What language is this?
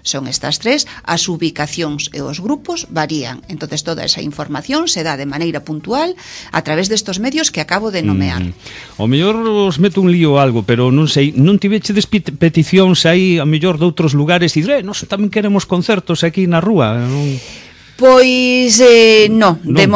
Galician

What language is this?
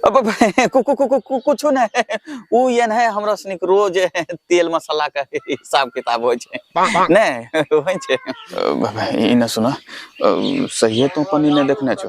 Angika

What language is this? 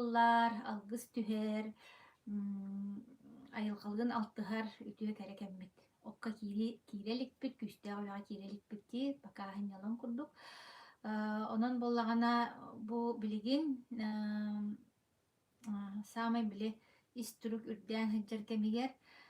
Yakut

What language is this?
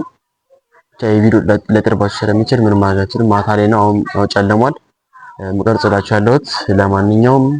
Amharic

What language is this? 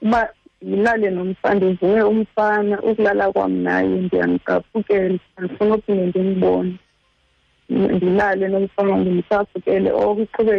Xhosa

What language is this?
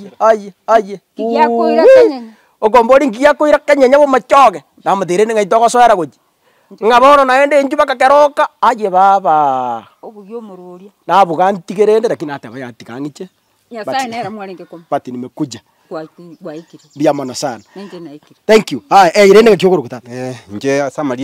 Gusii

